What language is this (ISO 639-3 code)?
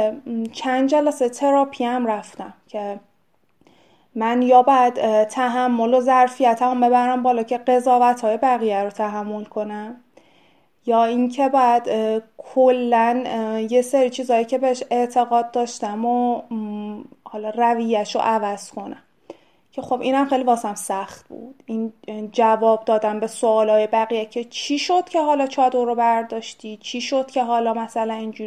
fas